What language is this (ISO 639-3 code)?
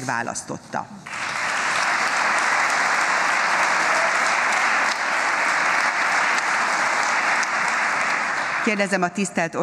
hun